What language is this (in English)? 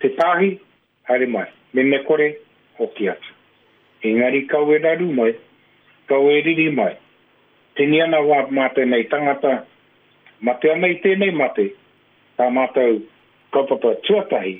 Māori